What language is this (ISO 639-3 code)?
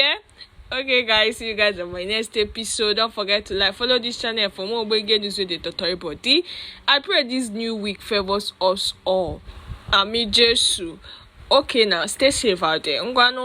pcm